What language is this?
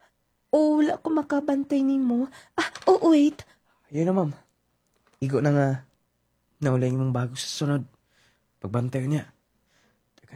Cebuano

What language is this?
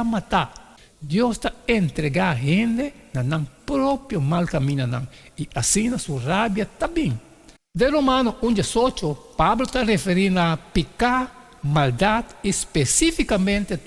Papiamento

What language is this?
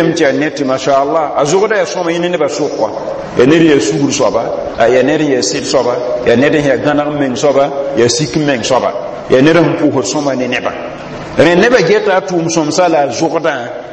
Mossi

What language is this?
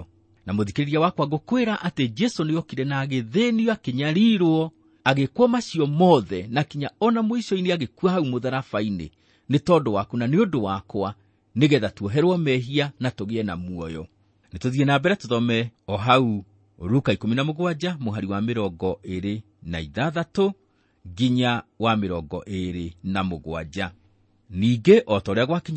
Kikuyu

